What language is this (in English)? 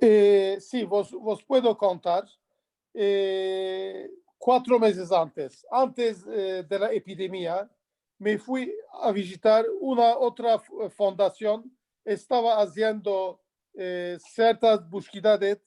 Ladino